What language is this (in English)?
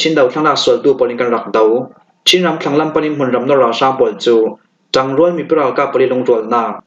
Falam Chin